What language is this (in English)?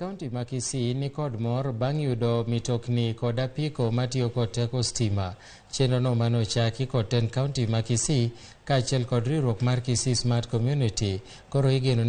Luo (Kenya and Tanzania)